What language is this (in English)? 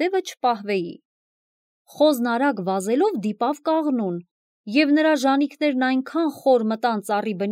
Armenian